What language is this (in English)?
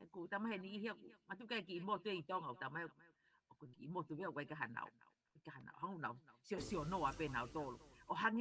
Tongan